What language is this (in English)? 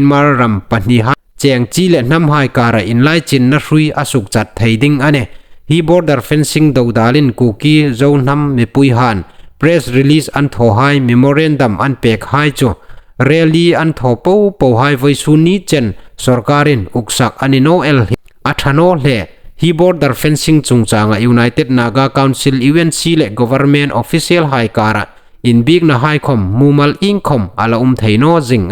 Hmar